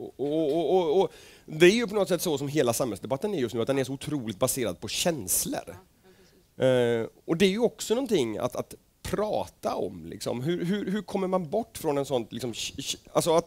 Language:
Swedish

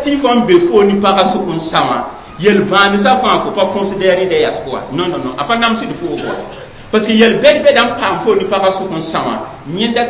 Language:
Mossi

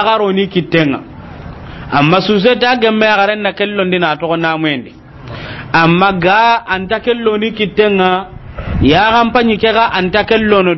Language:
Soninke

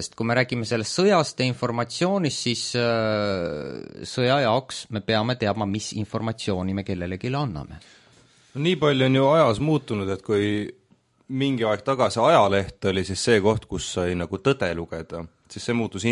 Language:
Estonian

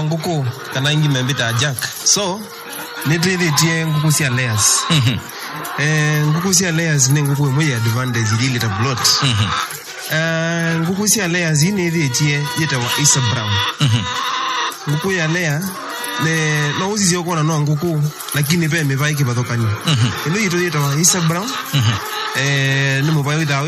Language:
Kamba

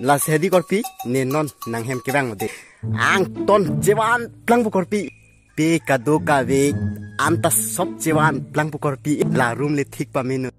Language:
Karbi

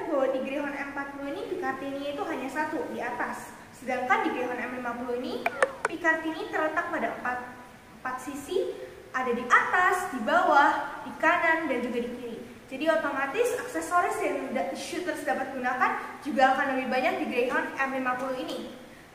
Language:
Indonesian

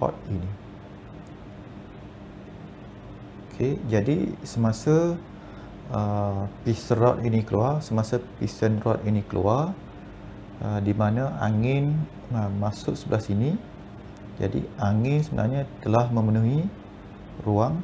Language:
Malay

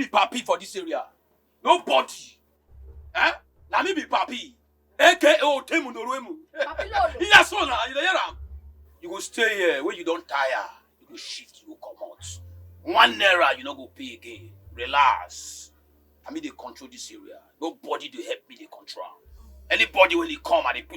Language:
Nigerian Pidgin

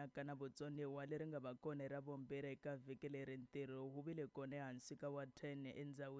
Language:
Tsonga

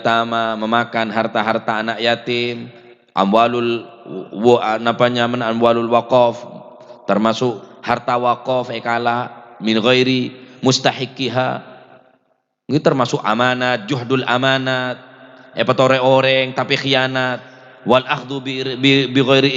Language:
Madurese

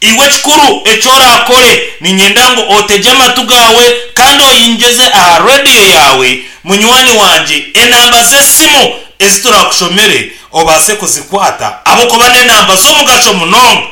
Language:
Nyankole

